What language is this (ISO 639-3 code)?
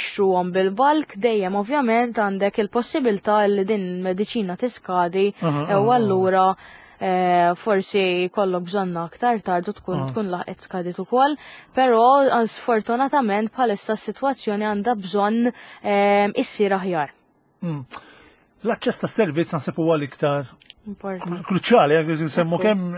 mlt